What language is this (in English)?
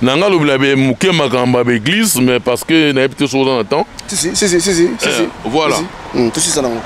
Lingala